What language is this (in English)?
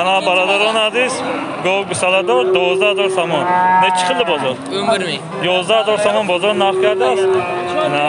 Tajik